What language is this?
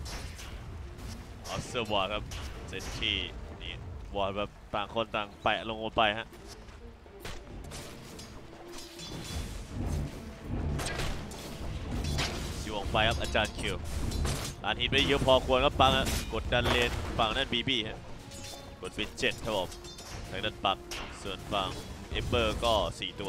Thai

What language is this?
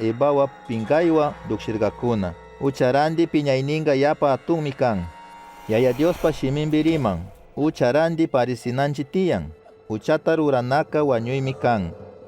Chimborazo Highland Quichua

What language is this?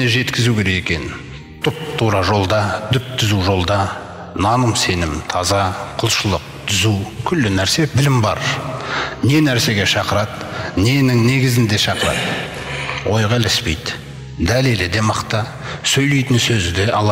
Kazakh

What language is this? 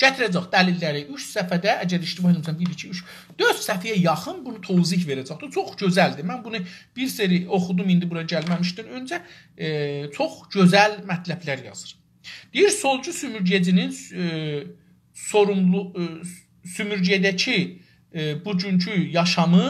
South Azerbaijani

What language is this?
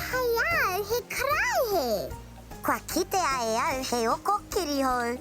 Māori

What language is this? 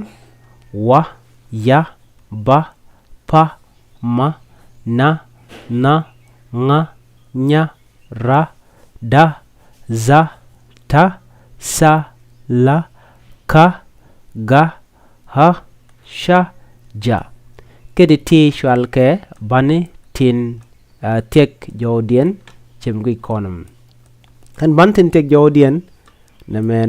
Nuer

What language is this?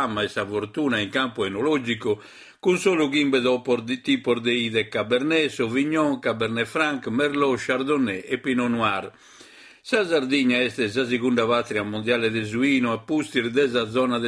Sardinian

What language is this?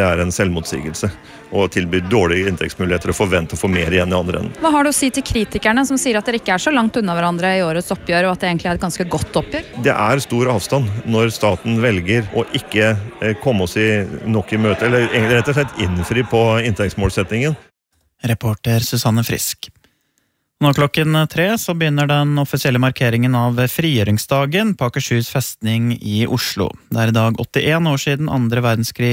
Norwegian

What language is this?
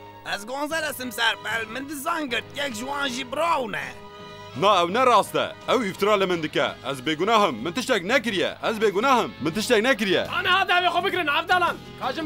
Kurdish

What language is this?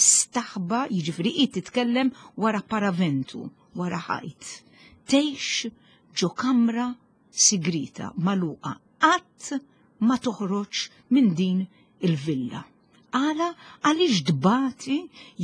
Maltese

